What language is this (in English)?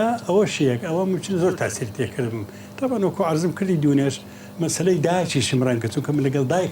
Central Kurdish